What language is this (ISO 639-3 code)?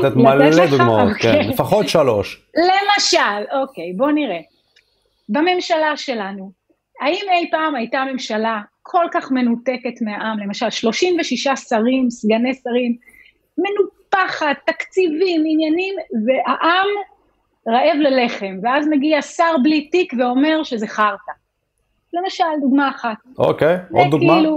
heb